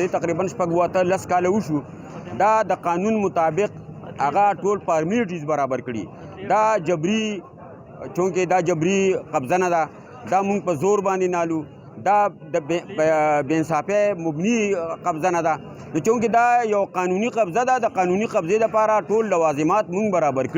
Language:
Pashto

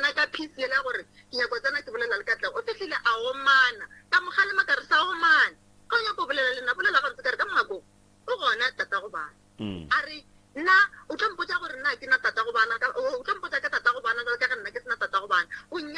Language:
Northern Sotho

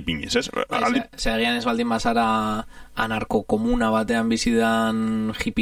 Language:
Basque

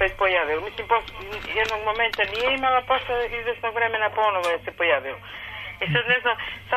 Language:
Serbian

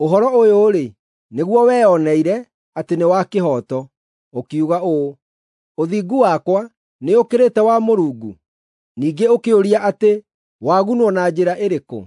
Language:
Kikuyu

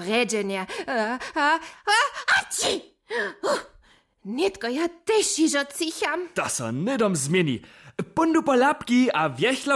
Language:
Upper Sorbian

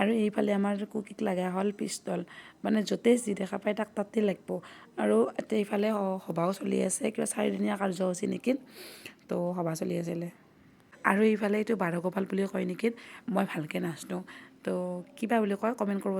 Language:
Assamese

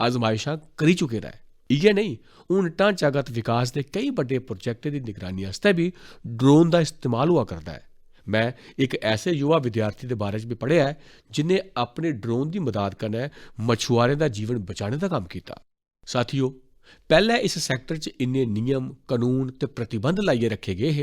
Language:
Dogri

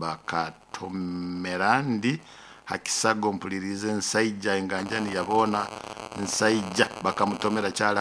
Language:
Nyoro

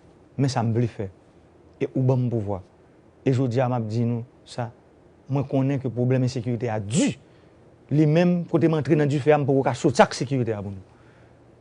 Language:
Haitian Creole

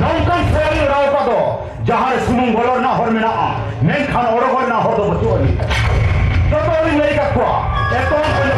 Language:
Santali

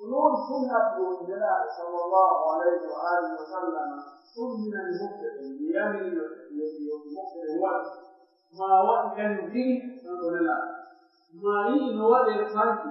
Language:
Pular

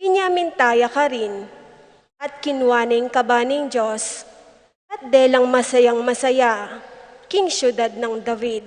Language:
Pampanga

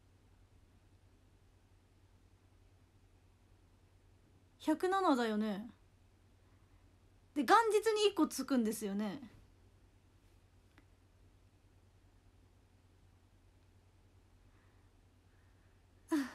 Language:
Japanese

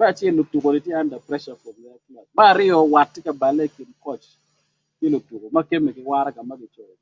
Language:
Acoli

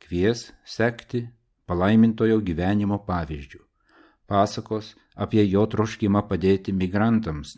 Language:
Lithuanian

